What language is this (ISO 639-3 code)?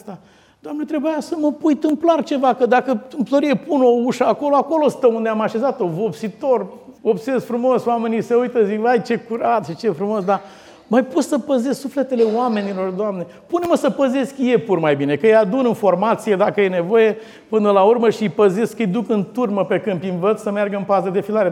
ron